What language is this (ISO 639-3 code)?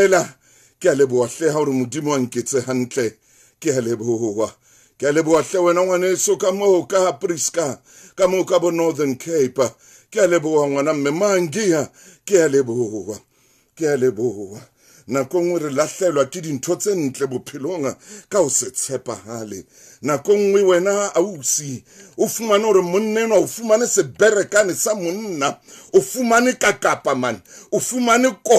sot